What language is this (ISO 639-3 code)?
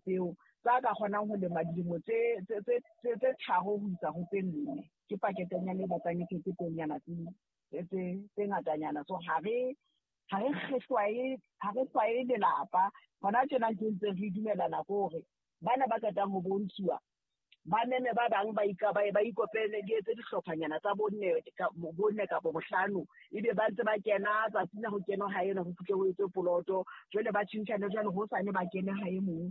sot